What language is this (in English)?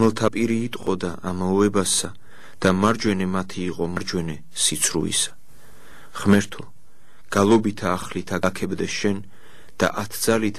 Georgian